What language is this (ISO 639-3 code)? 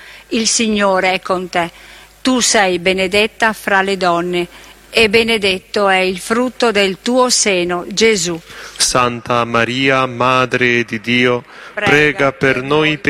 ita